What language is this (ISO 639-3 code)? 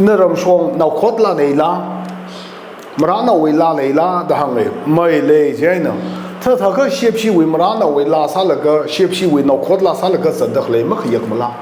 nmf